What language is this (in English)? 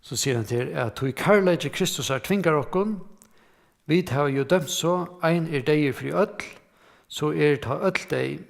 Faroese